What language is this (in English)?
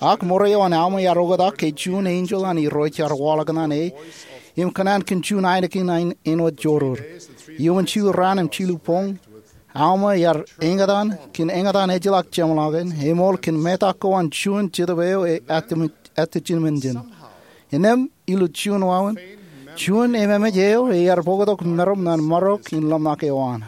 Marshallese